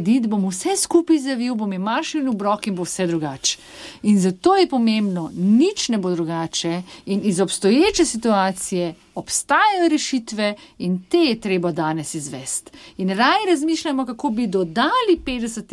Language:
Slovenian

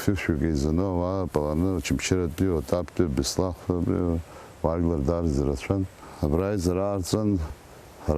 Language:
Abkhazian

